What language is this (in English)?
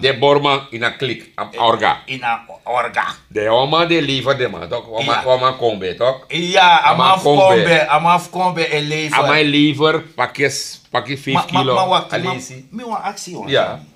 Sranan Tongo